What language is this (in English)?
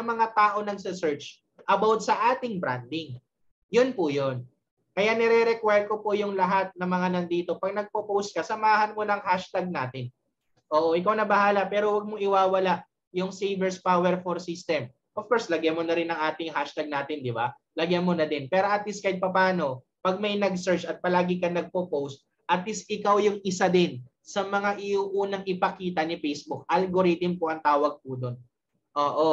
Filipino